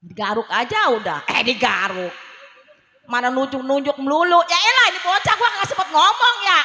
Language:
Betawi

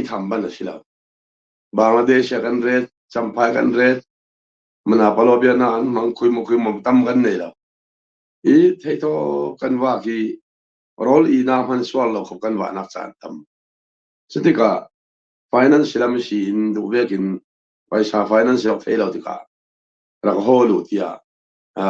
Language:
Falam Chin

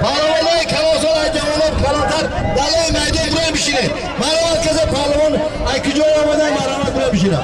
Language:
Tajik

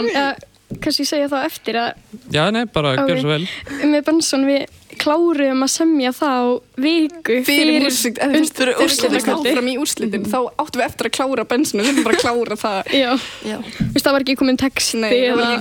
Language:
Icelandic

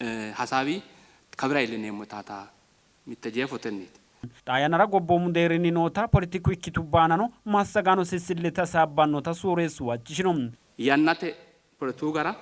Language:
Sidamo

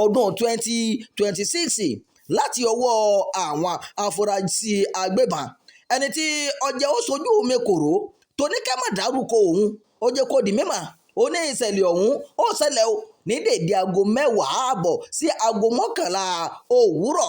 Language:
Yoruba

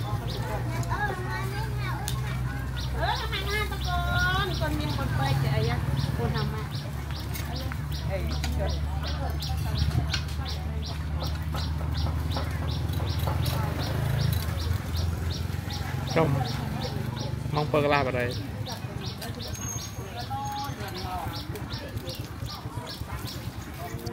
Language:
Vietnamese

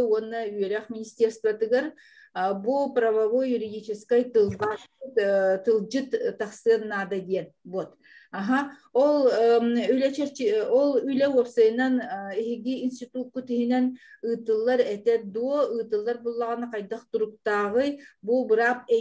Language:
Yakut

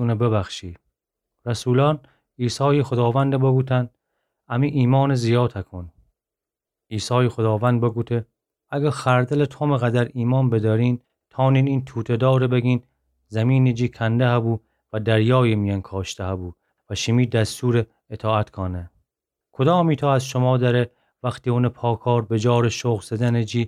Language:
Gilaki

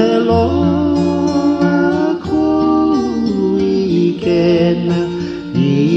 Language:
Hawaiian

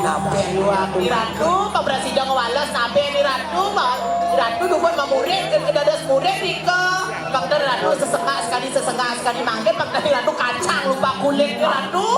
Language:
Balinese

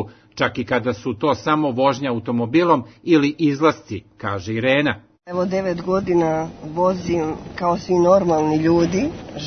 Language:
Serbian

